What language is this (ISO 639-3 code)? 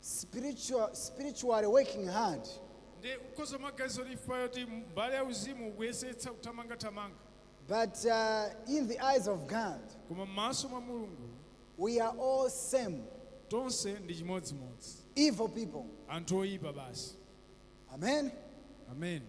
nya